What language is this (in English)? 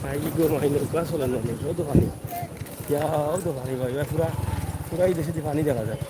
Sylheti